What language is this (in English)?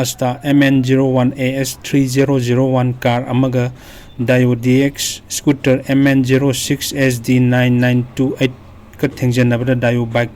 Manipuri